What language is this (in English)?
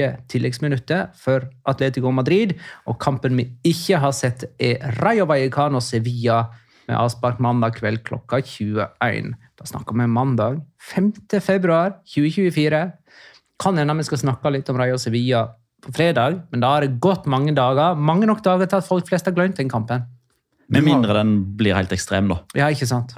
Norwegian